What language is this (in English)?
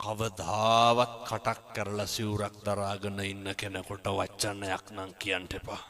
Sinhala